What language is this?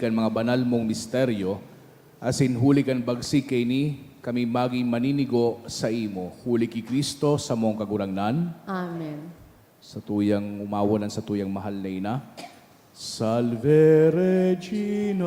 Bikol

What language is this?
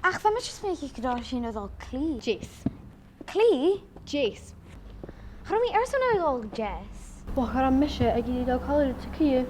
Scottish Gaelic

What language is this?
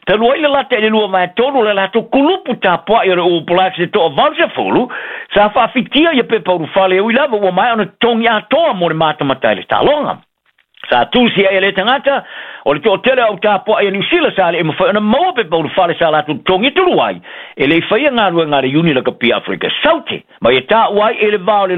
Samoan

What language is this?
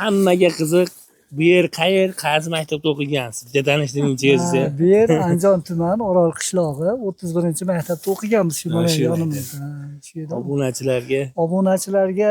Uzbek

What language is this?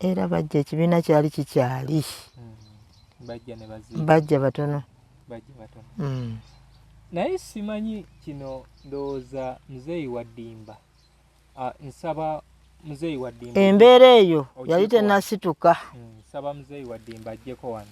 Ganda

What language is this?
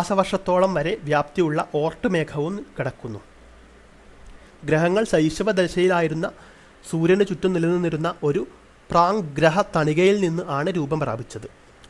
Malayalam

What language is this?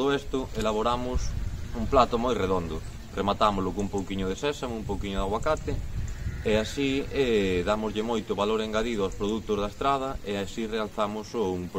Galician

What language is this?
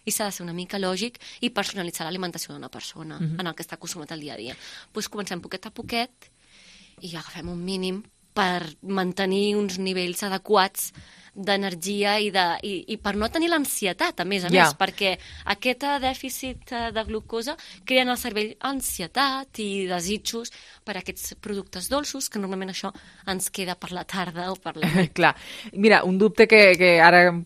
Catalan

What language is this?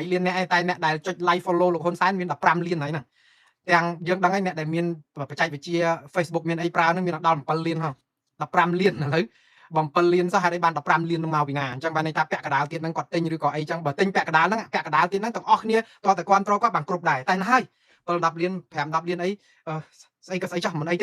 Khmer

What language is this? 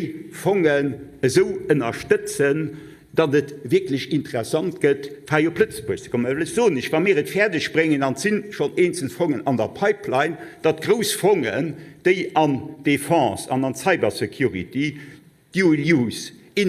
Luxembourgish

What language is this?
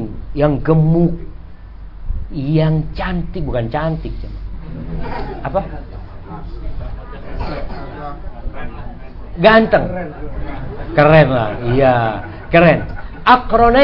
Indonesian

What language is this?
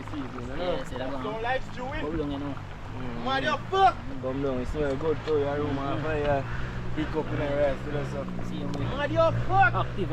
Jamaican Creole English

